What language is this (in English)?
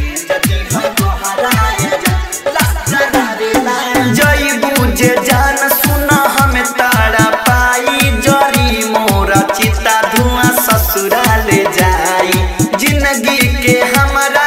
Bhojpuri